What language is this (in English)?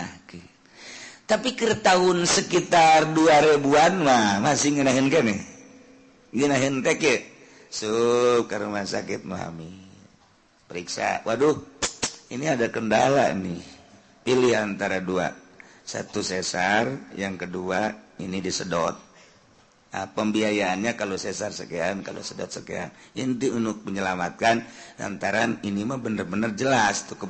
Sundanese